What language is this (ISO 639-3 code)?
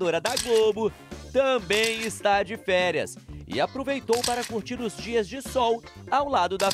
por